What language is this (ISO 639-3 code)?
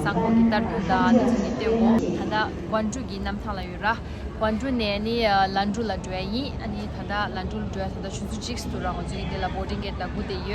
bod